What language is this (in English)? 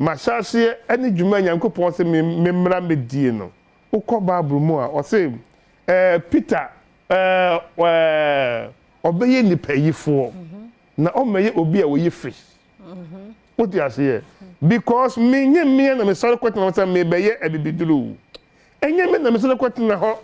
Akan